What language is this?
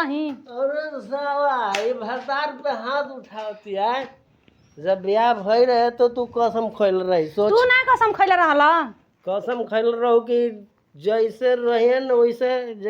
Bhojpuri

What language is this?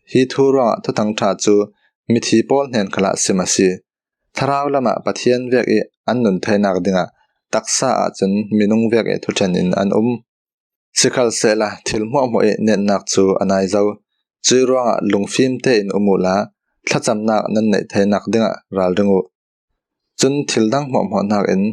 Falam Chin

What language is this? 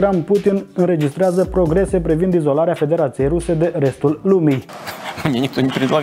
Romanian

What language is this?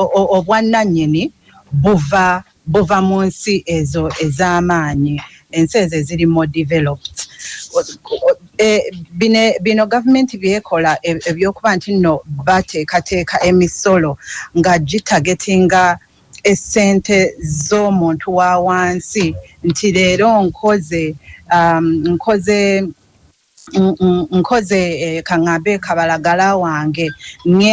Ganda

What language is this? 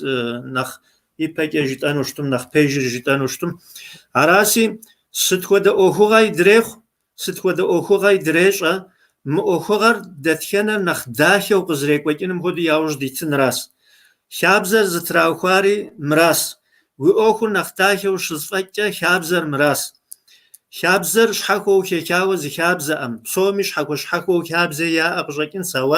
Kabardian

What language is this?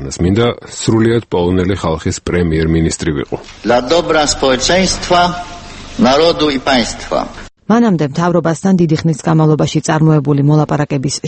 Georgian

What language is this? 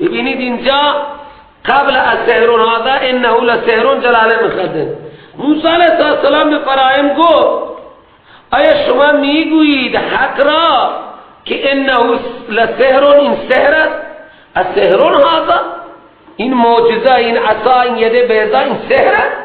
Persian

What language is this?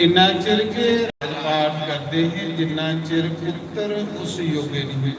Dogri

